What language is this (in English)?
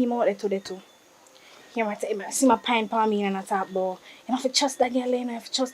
Jamaican Creole English